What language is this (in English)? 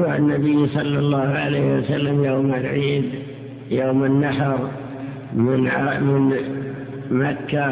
Arabic